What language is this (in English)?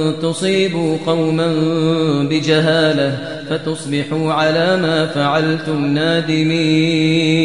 Kashmiri